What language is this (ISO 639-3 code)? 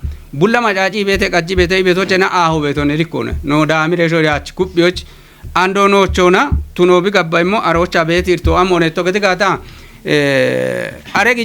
kbr